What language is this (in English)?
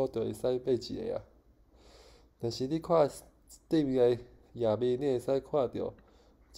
Min Nan Chinese